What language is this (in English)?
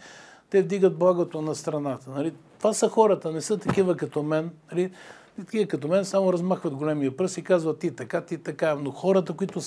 Bulgarian